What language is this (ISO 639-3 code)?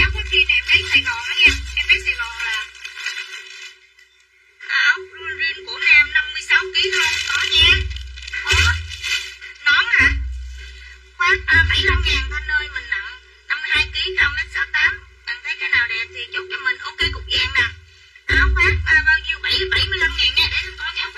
vie